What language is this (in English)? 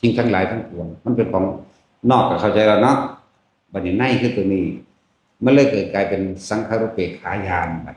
Northeastern Thai